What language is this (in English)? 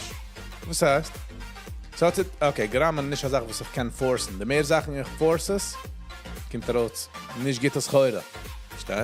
Yiddish